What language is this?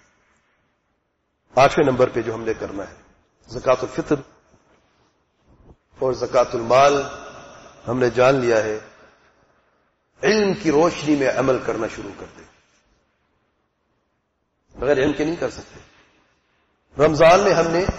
Urdu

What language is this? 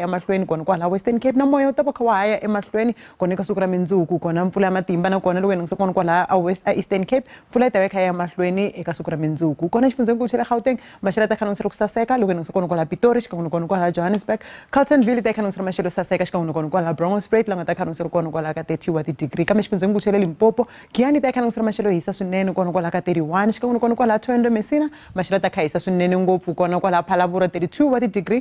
Tsonga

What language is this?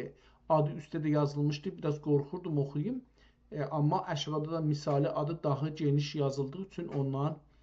South Azerbaijani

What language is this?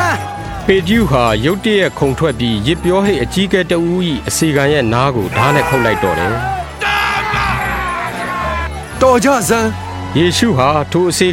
Burmese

